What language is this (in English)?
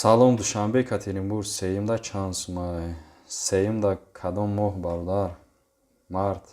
Tajik